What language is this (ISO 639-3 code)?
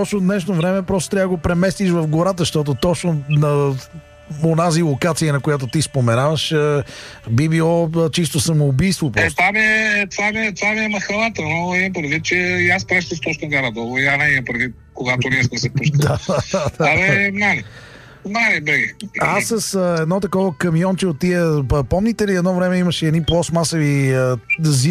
bul